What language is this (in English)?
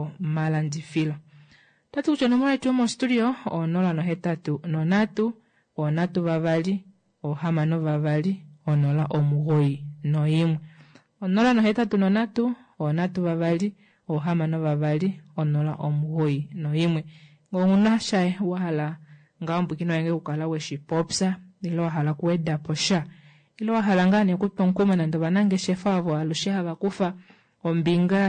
Kuanyama